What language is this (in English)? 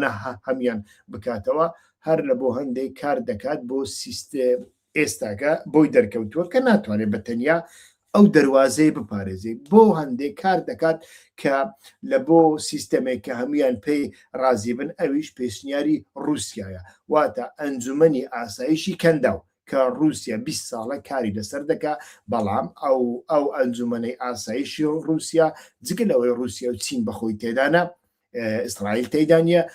Central Kurdish